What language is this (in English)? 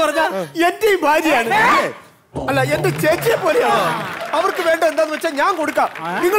Malayalam